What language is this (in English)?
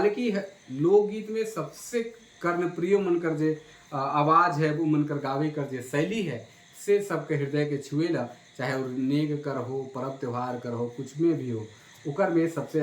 Sadri